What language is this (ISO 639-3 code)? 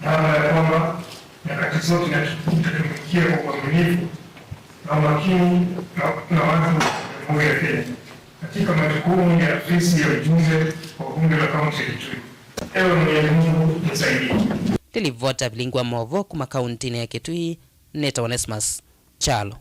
kam